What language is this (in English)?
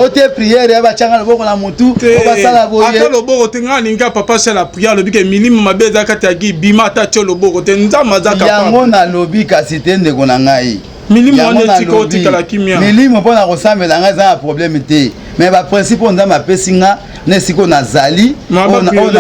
Lingala